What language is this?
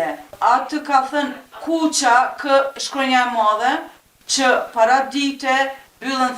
Albanian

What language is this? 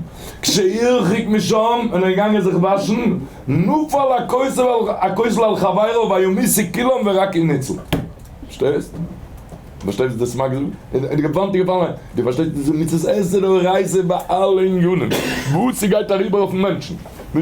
Yiddish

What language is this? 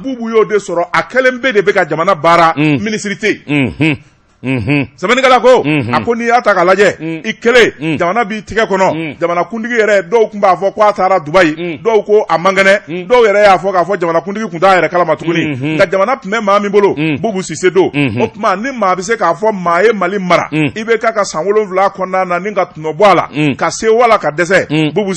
Bambara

